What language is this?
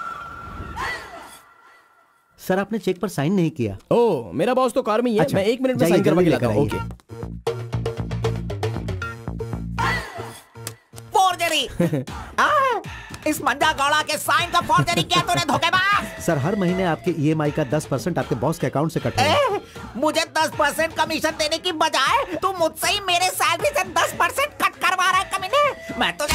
Hindi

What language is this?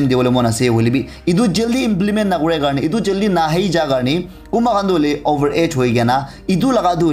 Naga Pidgin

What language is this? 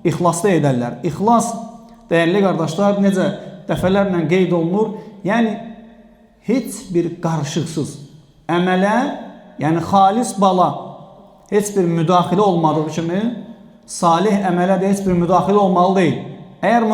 Azerbaijani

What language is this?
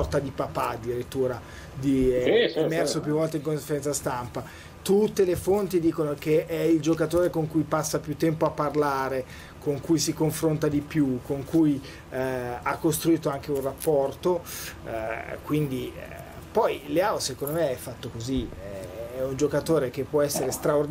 Italian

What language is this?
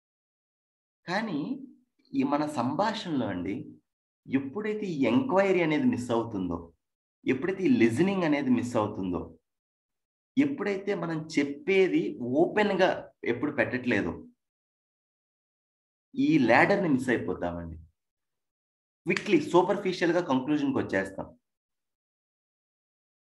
Telugu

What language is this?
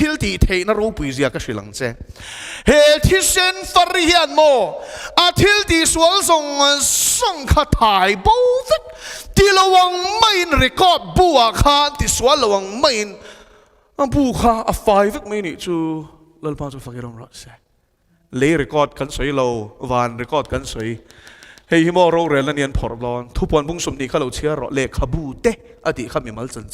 Mizo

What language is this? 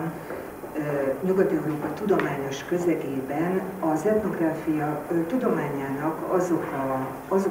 Hungarian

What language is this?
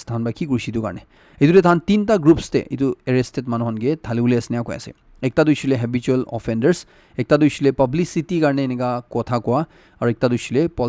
Naga Pidgin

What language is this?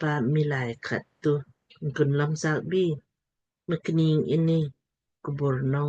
Lamkang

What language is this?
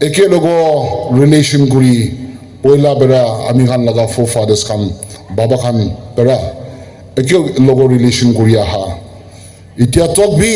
Naga Pidgin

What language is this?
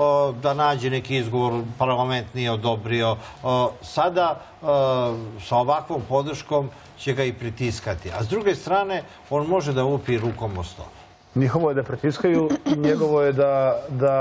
Serbian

